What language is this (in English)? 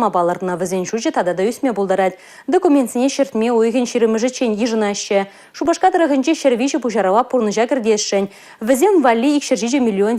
Chuvash